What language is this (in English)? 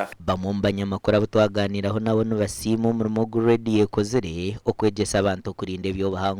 Nyankole